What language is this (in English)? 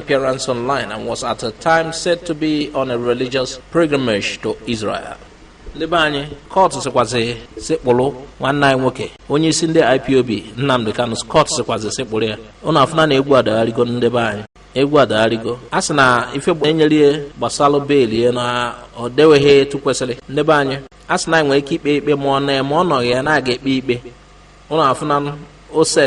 Igbo